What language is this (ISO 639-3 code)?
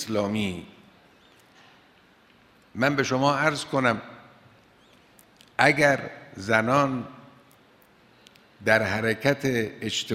fas